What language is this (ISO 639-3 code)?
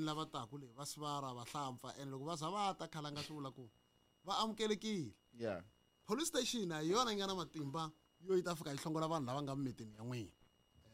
tso